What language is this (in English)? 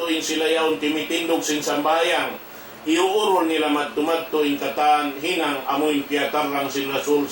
Tausug